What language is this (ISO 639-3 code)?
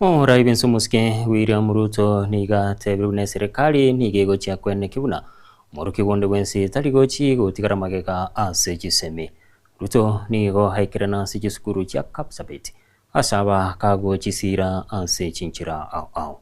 guz